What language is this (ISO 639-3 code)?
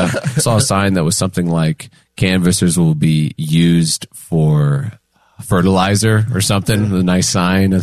eng